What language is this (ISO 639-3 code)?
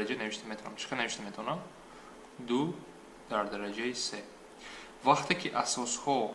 tgk